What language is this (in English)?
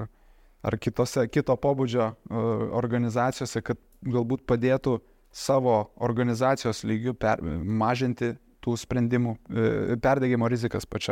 Lithuanian